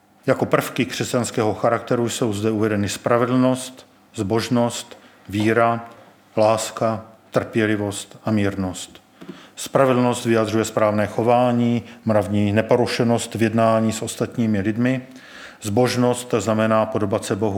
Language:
Czech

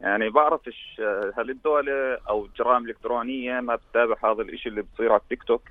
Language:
North Levantine Arabic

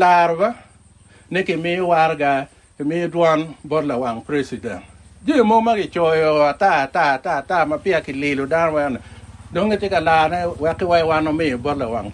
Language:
Acoli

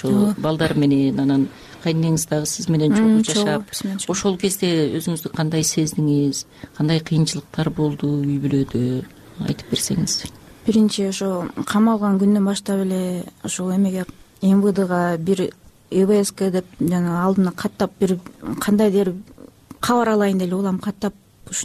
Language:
Kyrgyz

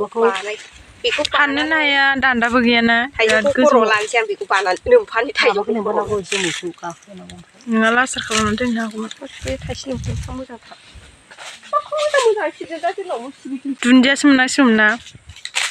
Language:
Bodo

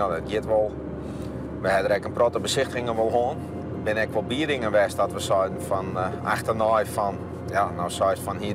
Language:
Western Frisian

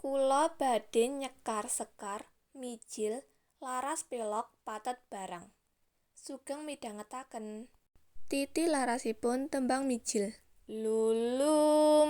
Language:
Javanese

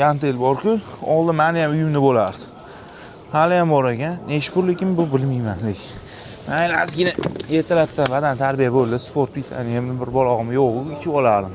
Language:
Uzbek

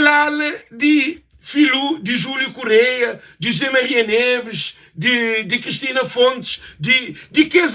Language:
Kabuverdianu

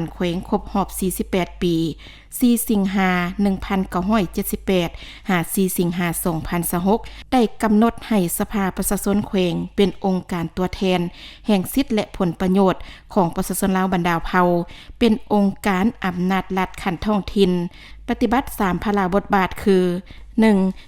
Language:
Lao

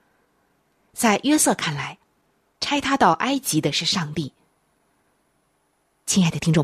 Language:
Chinese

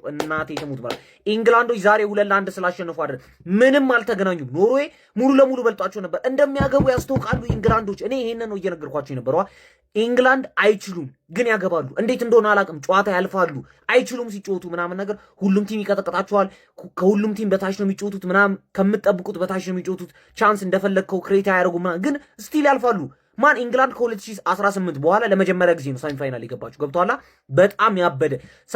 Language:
Amharic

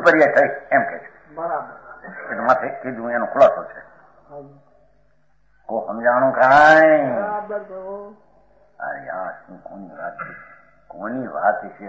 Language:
Gujarati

